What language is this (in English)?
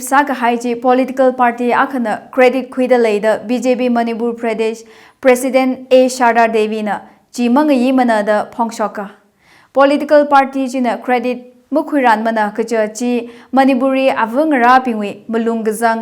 Tangkhul Naga (India)